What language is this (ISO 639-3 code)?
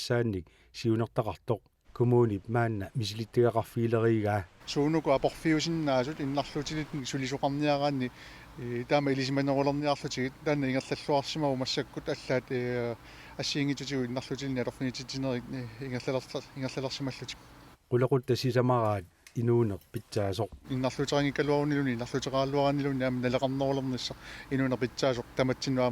kal